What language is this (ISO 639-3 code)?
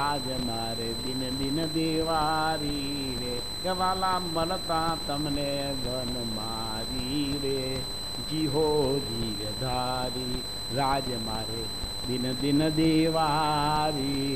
guj